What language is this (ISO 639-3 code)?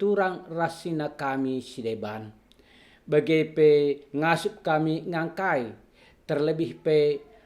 btx